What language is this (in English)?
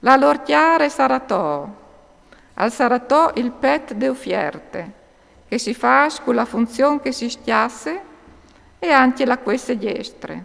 Friulian